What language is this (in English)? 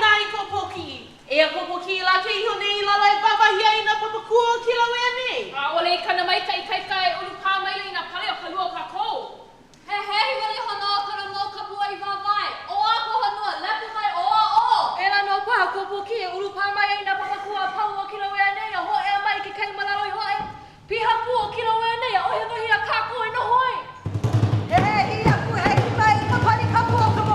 Hawaiian